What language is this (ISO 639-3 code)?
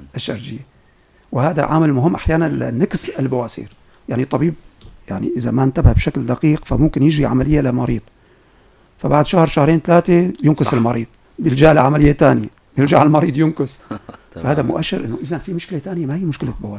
apc